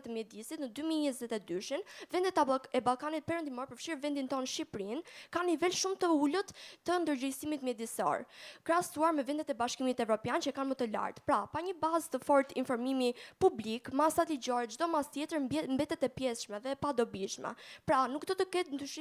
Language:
Albanian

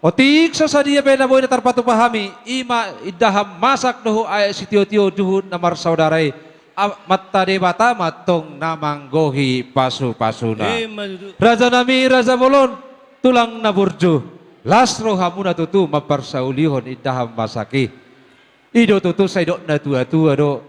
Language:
Batak Toba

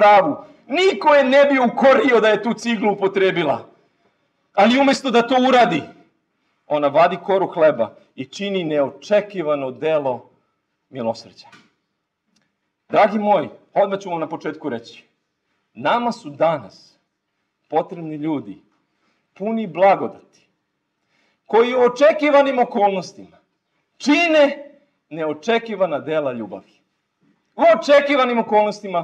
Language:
Serbian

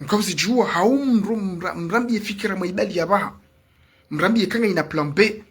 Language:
Ngazidja Comorian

